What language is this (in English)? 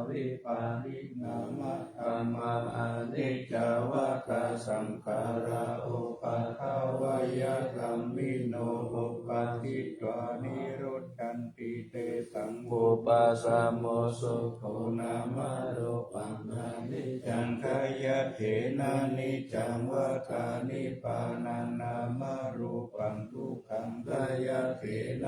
Pali